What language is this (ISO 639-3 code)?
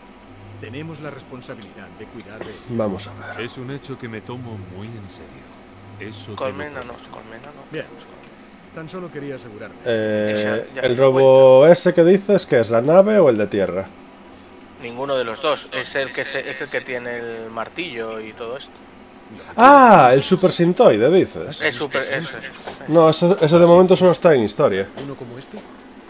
spa